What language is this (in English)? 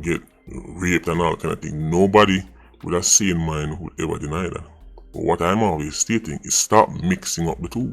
Jamaican Creole English